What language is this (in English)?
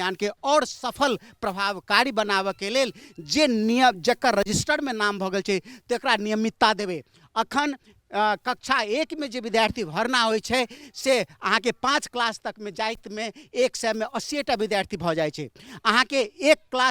Maithili